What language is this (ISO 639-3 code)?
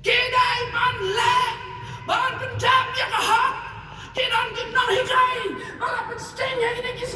kha